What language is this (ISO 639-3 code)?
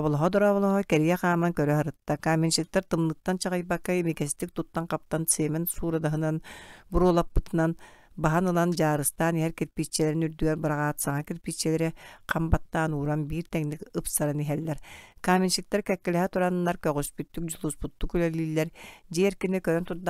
sah